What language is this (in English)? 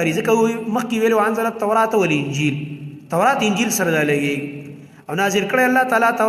Pashto